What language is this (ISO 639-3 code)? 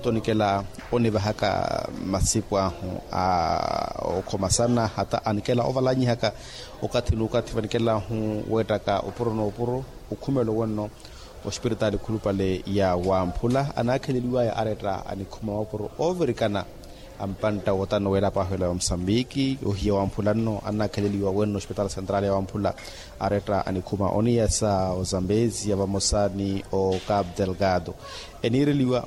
vmw